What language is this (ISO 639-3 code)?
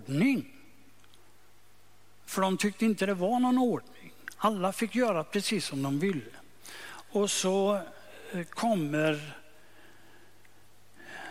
swe